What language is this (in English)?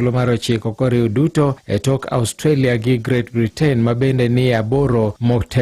Luo (Kenya and Tanzania)